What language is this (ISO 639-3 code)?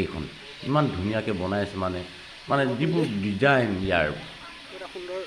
asm